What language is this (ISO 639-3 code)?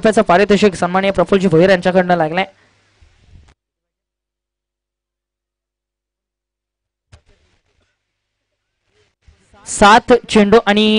mar